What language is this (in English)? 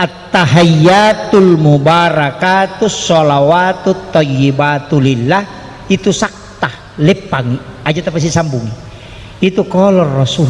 Buginese